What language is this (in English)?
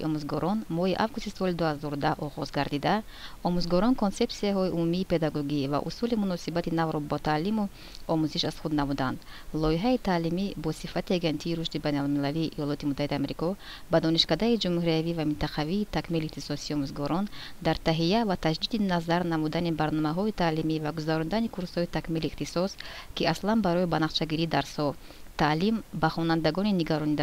Tajik